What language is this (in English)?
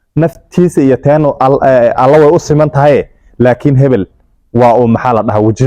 Somali